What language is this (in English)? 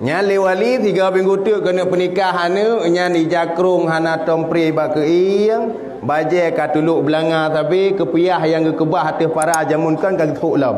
Achinese